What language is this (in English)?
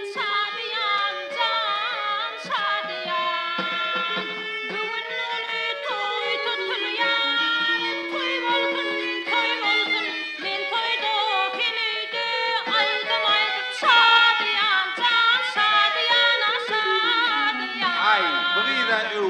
Turkmen